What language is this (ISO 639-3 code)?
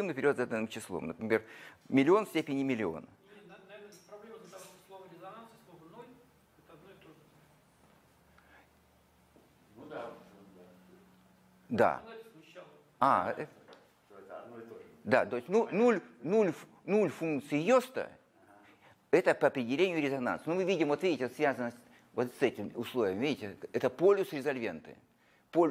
rus